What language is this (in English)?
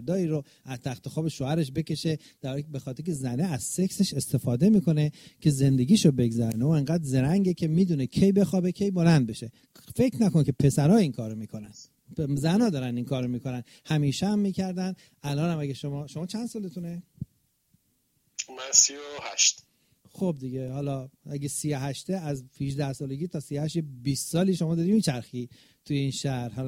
Persian